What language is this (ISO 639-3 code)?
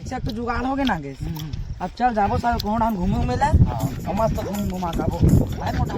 hne